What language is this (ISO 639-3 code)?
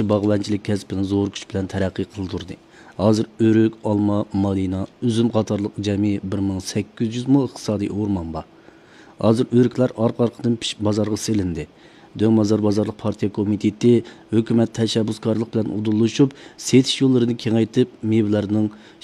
uig